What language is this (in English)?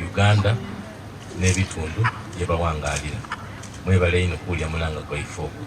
Ganda